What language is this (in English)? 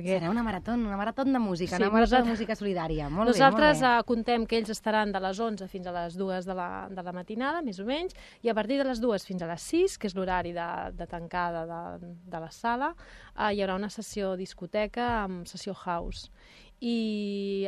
Catalan